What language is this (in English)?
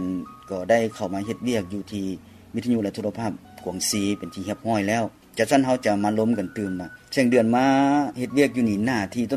Lao